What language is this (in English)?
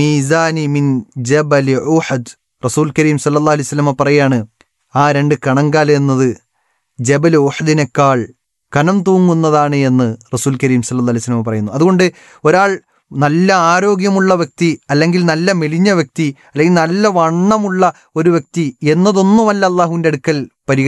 Malayalam